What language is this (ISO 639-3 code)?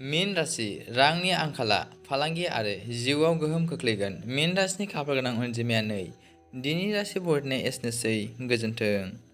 brx